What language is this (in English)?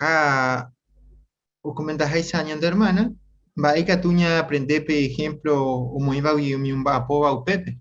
Guarani